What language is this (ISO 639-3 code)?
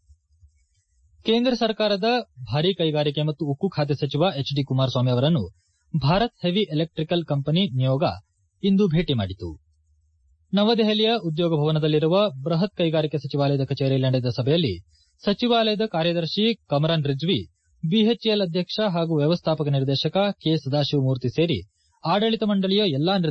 kan